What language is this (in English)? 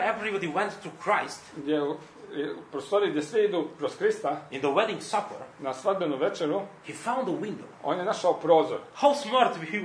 Croatian